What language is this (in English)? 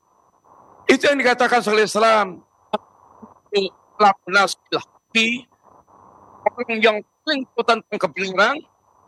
Indonesian